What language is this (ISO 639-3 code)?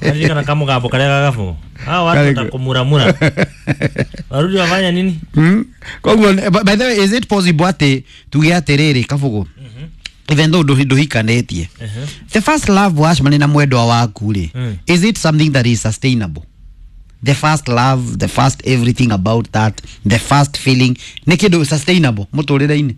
kik